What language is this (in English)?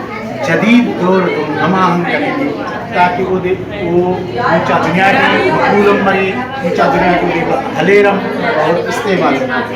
Brahui